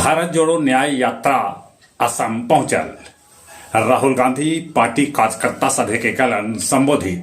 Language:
Magahi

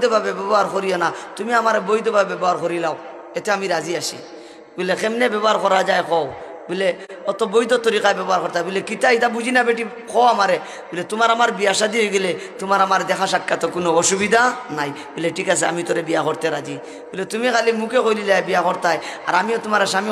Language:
Sylheti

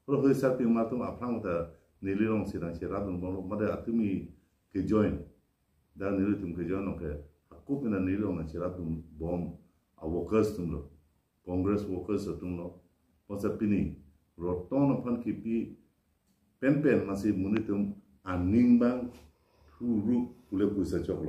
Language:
Karbi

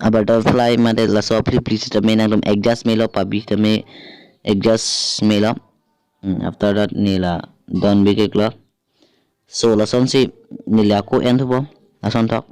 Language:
Karbi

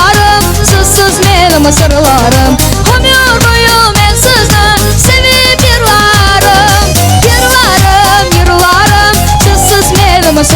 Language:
Crimean Tatar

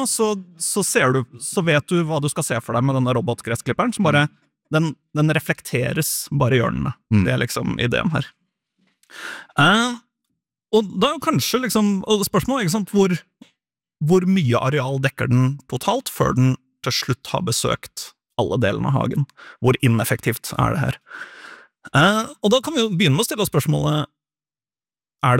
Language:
Norwegian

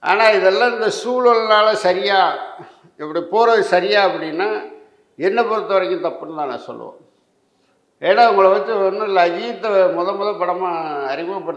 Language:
Tamil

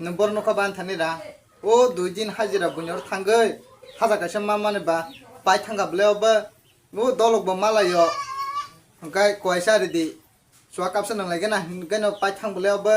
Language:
Kok Borok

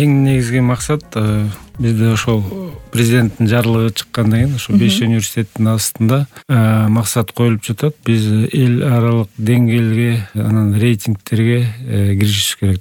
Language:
Kyrgyz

